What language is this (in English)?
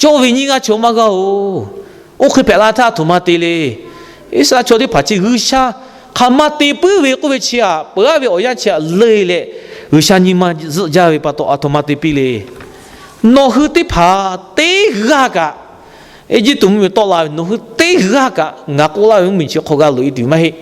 Lahu